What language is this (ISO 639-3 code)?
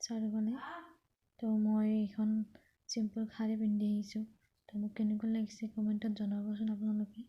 asm